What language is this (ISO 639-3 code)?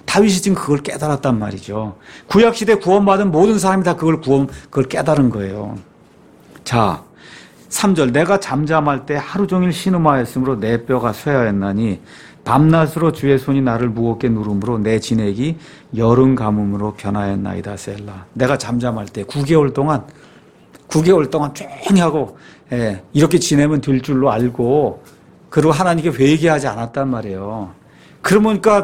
kor